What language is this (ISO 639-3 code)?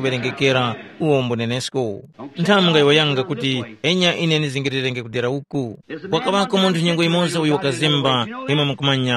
tum